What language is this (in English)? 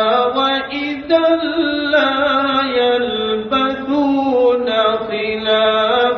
Urdu